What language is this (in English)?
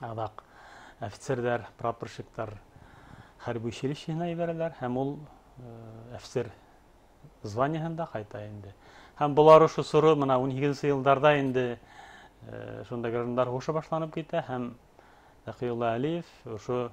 Bashkir